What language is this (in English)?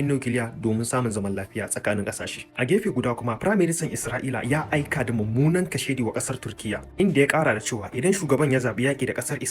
Hausa